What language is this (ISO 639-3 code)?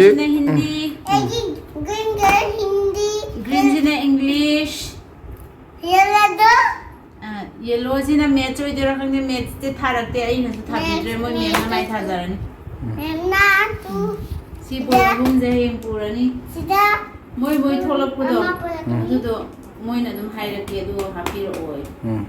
mni